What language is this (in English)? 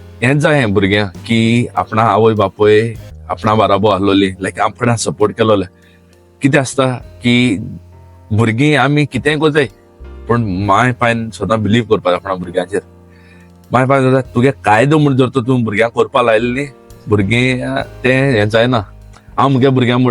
Konkani